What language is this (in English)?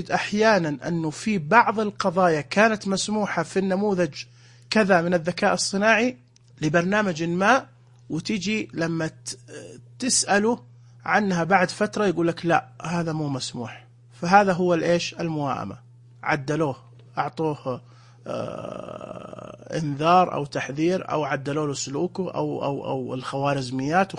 Najdi Arabic